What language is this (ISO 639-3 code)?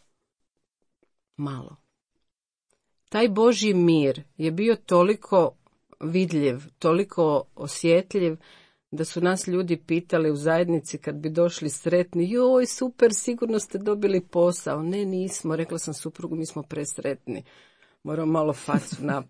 hrv